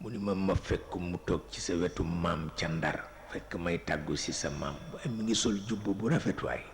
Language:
Wolof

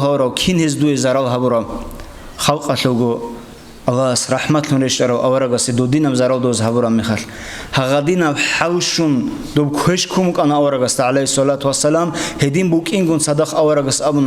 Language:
Avaric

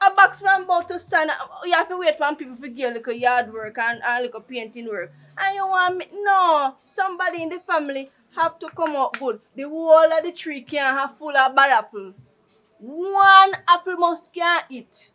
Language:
Jamaican Creole English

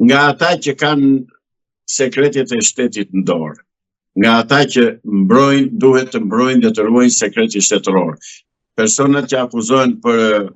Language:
Albanian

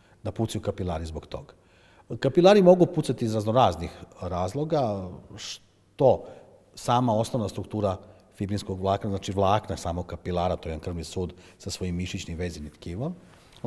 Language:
Serbian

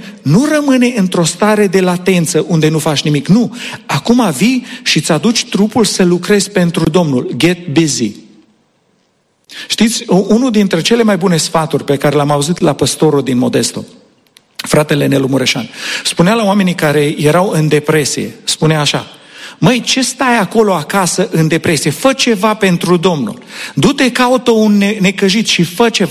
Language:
Romanian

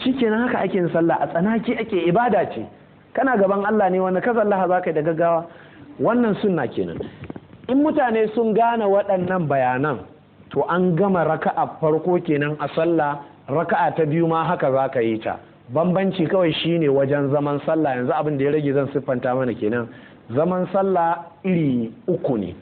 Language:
Hausa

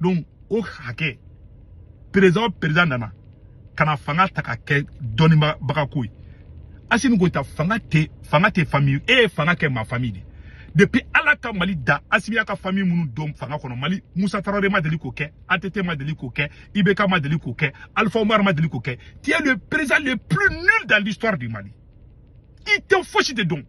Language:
Bambara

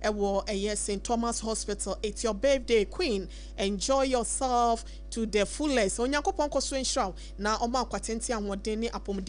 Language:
Akan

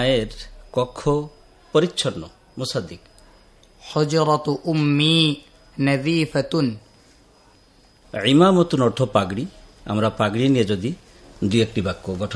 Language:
Bangla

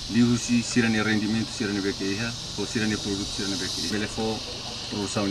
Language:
Tetum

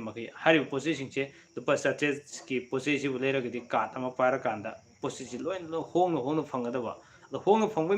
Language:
Manipuri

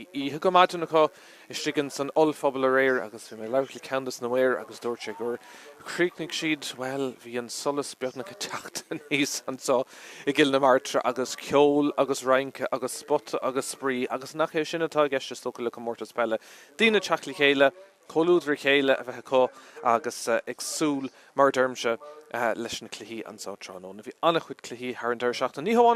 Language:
Irish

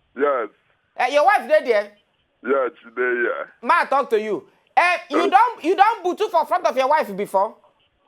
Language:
Nigerian Pidgin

